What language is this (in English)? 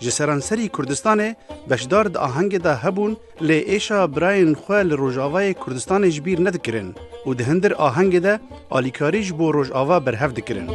Kurdish